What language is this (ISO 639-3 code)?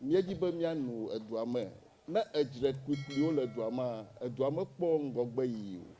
ewe